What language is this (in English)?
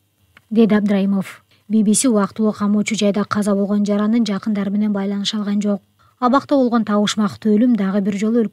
Kyrgyz